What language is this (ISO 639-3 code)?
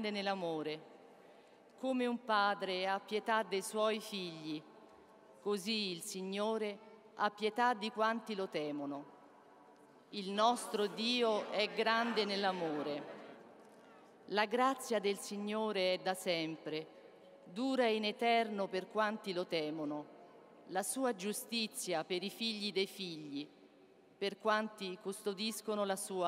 ita